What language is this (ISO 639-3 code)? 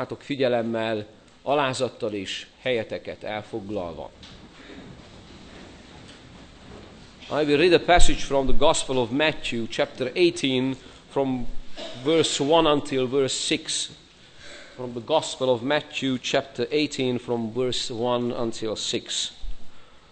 hun